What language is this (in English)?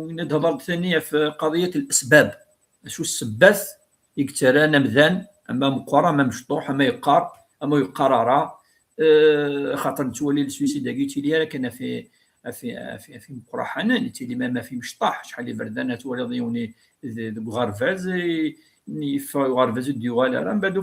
Kabyle